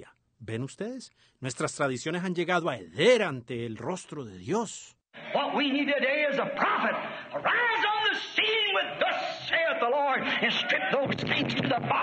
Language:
Spanish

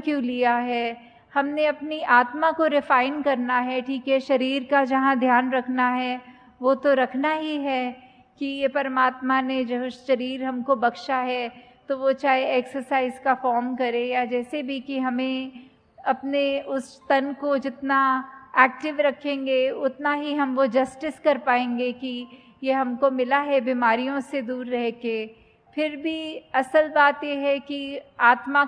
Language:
Hindi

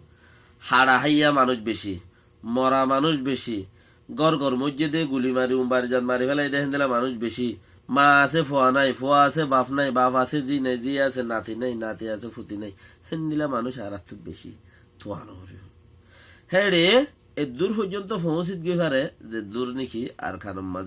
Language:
Rohingya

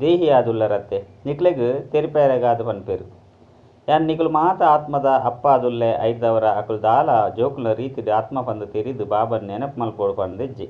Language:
Tulu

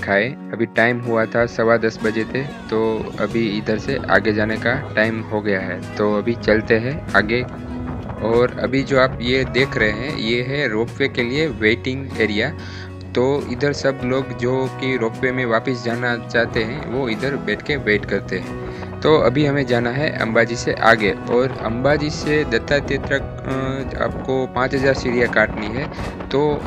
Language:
Hindi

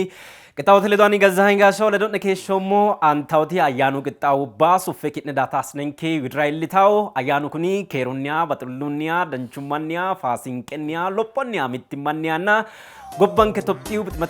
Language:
Sidamo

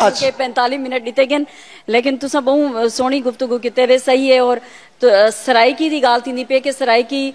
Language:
Saraiki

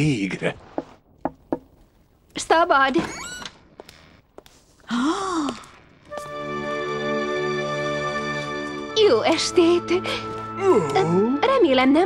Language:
Hungarian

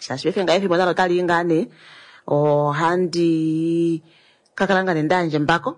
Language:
Kuanyama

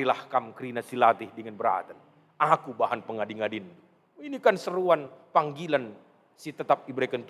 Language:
Batak Karo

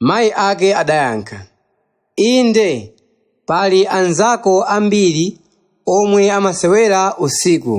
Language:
Nyanja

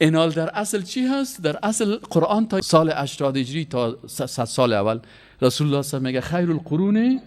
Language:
Persian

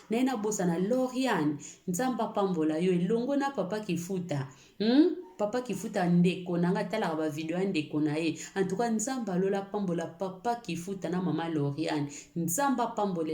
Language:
Lingala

